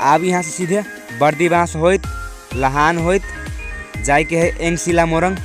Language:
Maithili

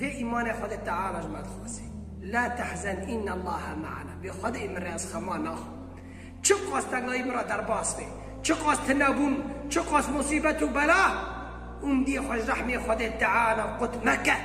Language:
Kurdish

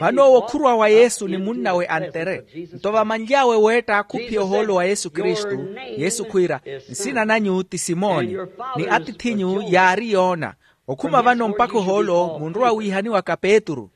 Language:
Makhuwa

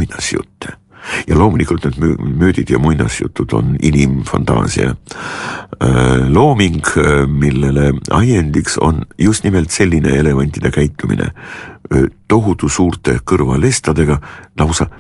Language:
Estonian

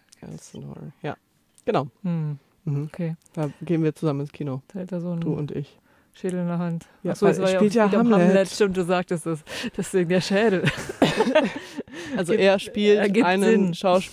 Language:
German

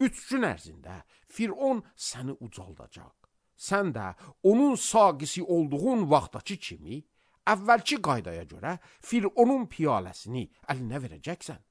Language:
Azerbaijani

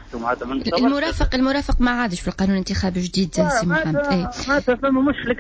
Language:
Tunisian Arabic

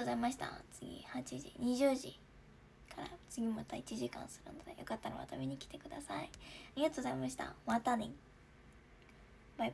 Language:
Japanese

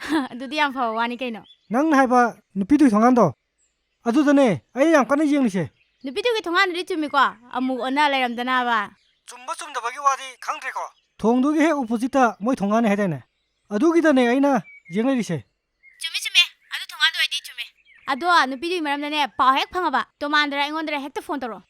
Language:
Manipuri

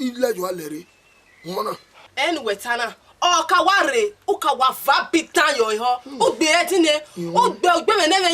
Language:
Bini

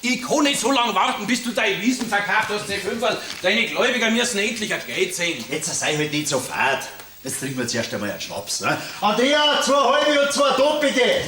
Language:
Bavarian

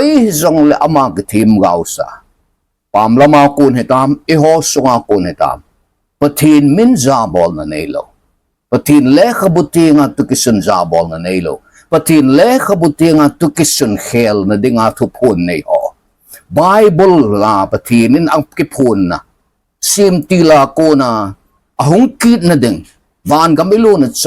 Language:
Thado Chin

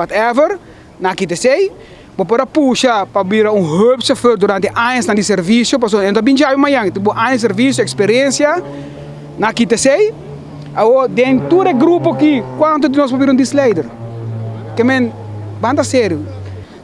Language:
Papiamento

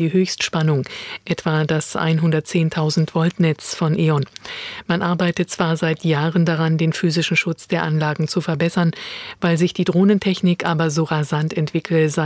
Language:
German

